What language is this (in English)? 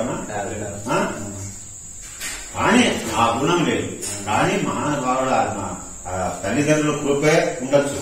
Telugu